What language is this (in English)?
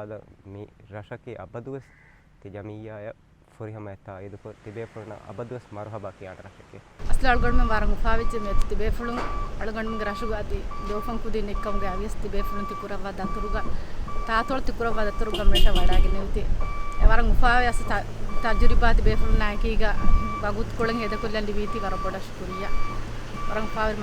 Divehi